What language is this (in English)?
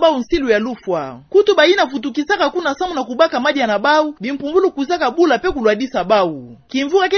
Kituba (Democratic Republic of Congo)